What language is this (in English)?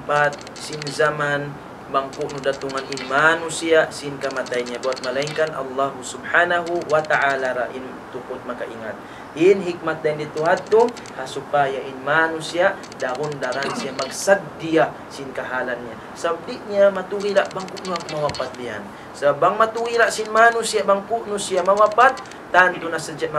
Tausug